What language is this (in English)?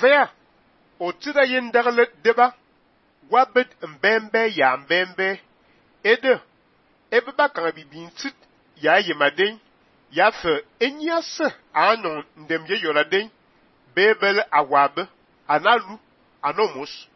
Fang